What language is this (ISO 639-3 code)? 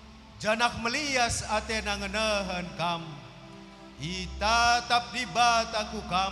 btx